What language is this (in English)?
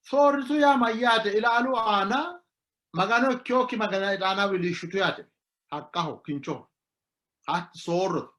Sidamo